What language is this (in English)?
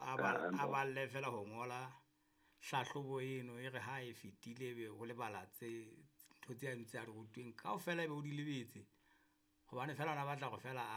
Southern Sotho